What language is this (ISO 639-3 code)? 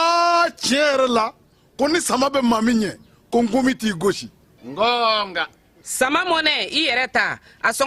bam